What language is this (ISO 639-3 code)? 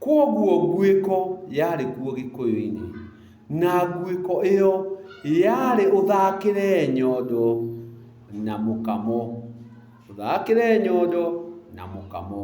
kik